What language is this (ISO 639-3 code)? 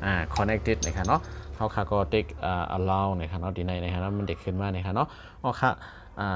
shn